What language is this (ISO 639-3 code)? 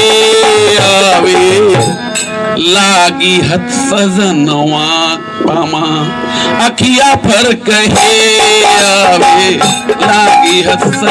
mag